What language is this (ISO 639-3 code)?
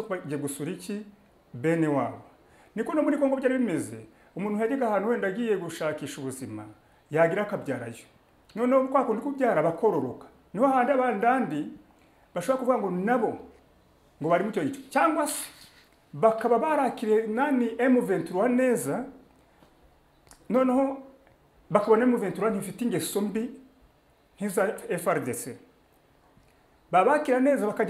kin